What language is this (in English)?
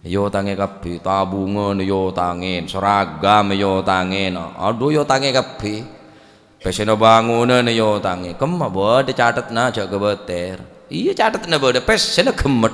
Madurese